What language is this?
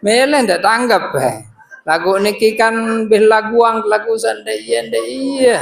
Sasak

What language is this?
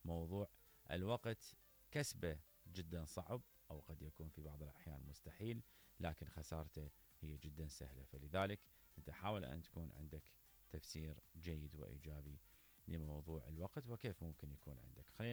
Mesopotamian Arabic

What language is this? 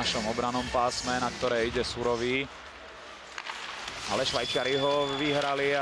Slovak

